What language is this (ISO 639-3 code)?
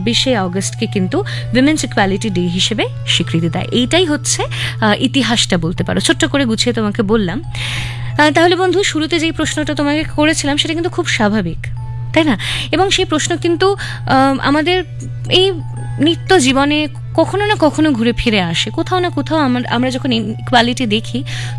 ben